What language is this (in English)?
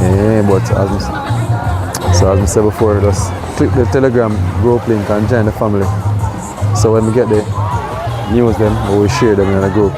Jamaican Creole English